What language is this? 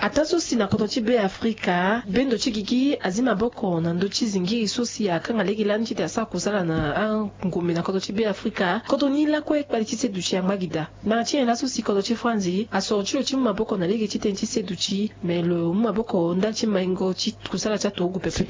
Sango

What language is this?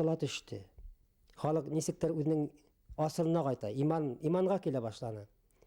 Bashkir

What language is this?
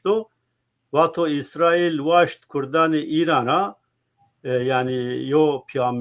Zaza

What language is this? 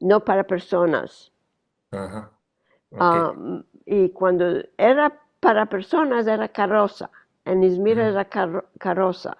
Ladino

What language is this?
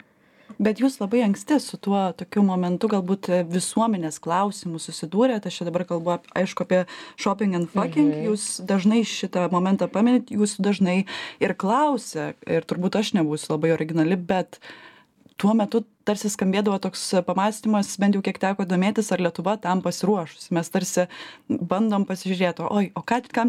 Lithuanian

